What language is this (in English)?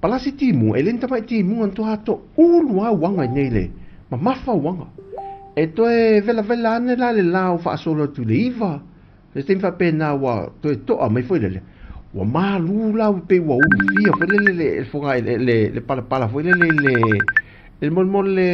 Samoan